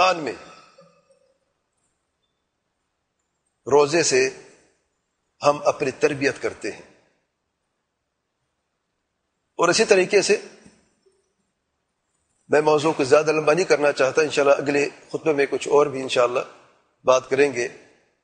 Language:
Urdu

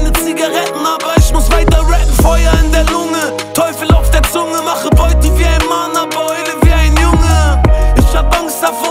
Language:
German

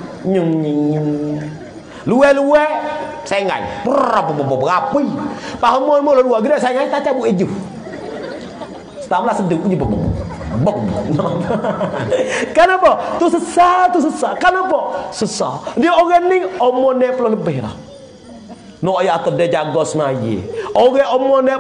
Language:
Malay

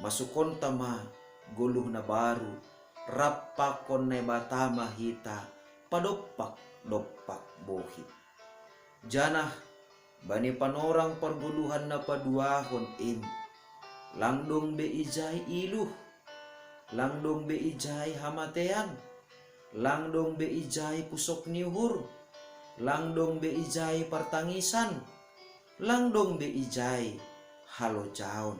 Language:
Batak Simalungun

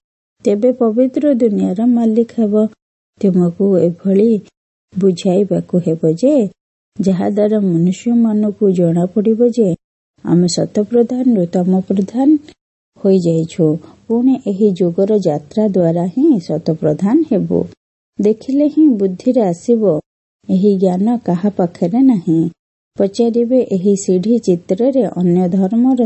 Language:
Odia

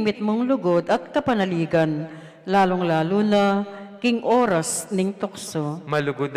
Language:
Pampanga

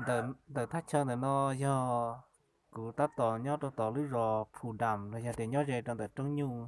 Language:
Hmong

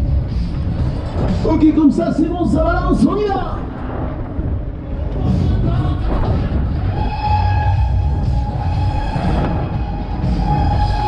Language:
French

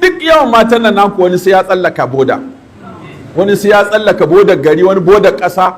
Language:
Hausa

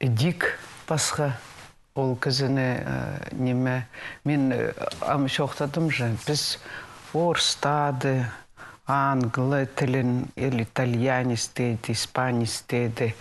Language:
Khakas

